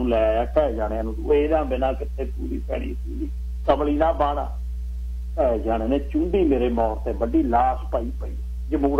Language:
Punjabi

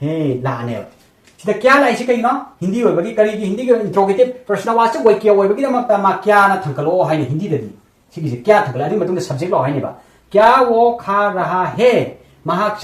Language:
Manipuri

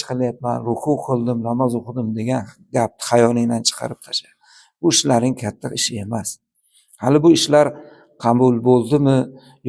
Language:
Uzbek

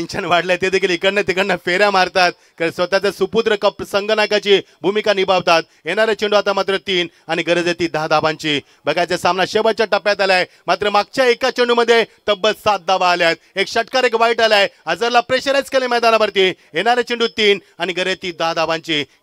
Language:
Marathi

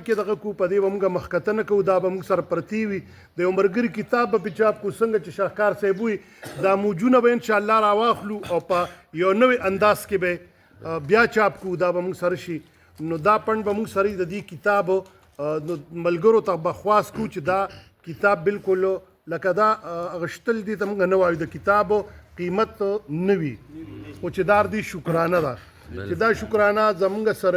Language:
Pashto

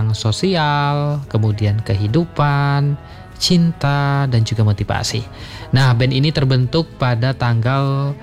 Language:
Indonesian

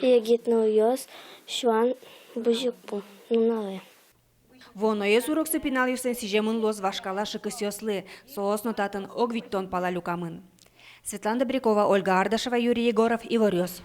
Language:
Udmurt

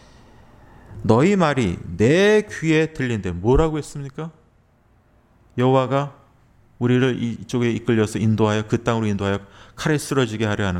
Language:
Korean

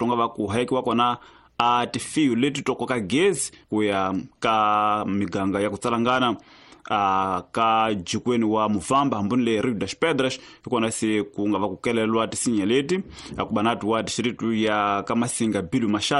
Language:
Tsonga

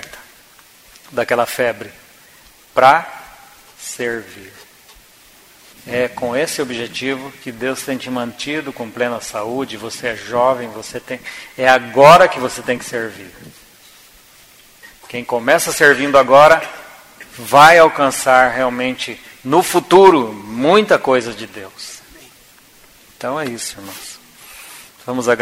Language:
Portuguese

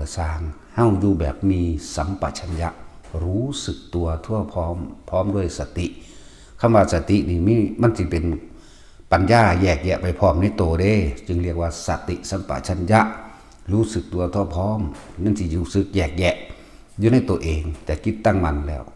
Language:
Northeastern Thai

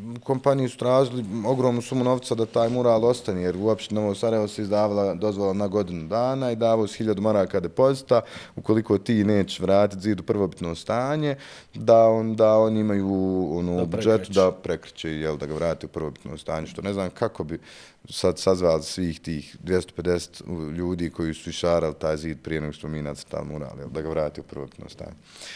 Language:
Bosnian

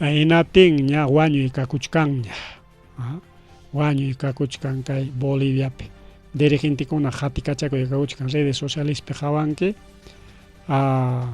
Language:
Ayacucho Quechua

